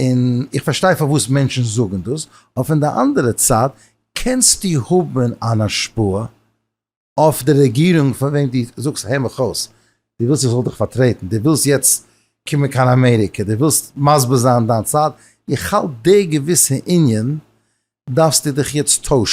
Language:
Yiddish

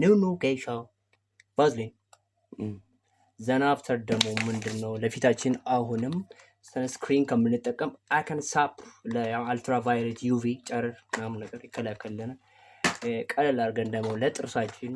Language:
Amharic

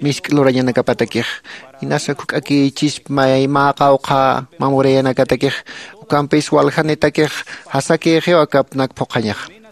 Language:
Aymara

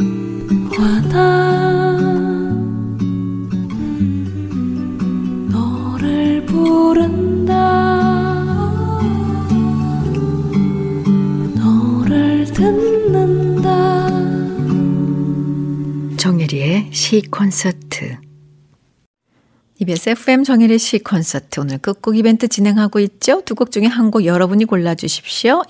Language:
Korean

